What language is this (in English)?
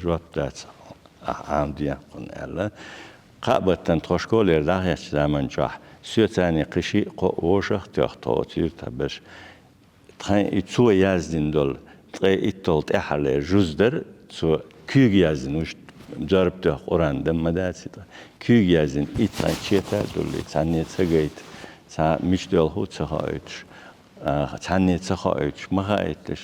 Chechen